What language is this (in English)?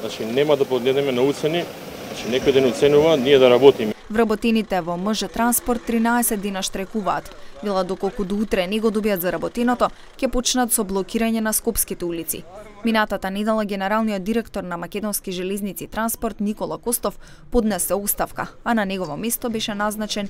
Macedonian